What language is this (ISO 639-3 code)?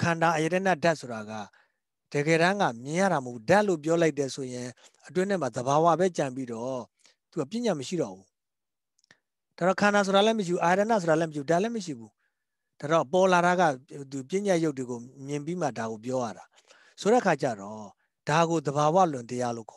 mya